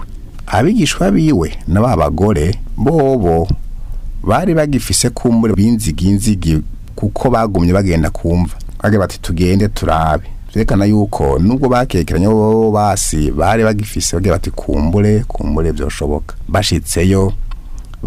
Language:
Rundi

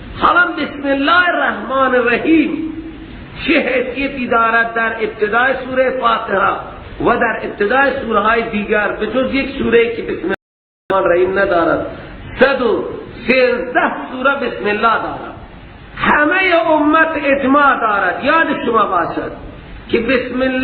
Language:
Persian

